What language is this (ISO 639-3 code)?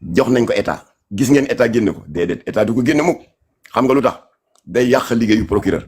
wol